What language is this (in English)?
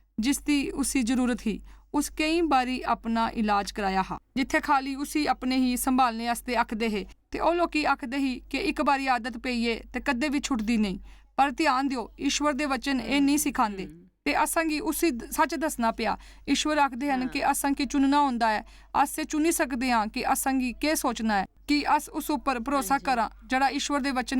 Dogri